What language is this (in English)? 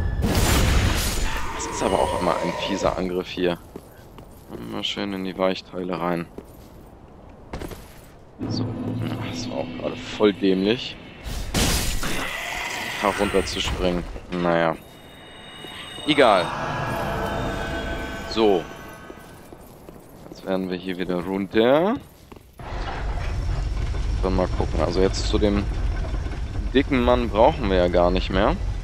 German